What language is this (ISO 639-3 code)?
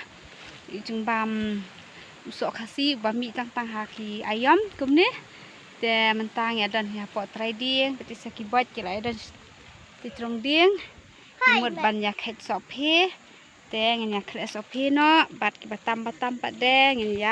kha